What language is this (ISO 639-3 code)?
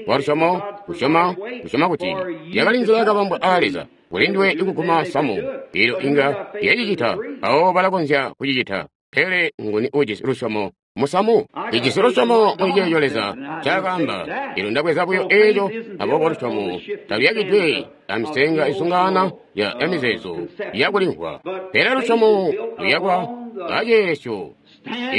toi